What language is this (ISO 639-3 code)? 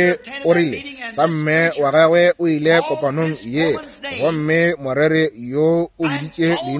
nso